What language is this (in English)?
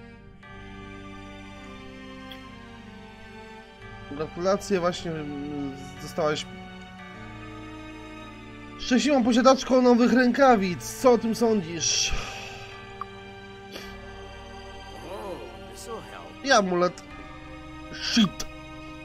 Polish